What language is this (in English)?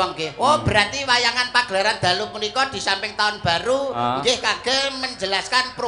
Javanese